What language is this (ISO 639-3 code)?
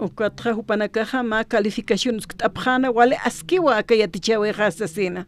aym